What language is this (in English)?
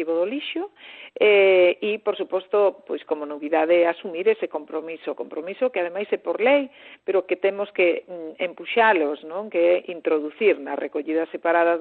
Galician